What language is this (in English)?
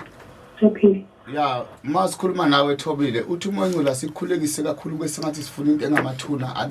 Zulu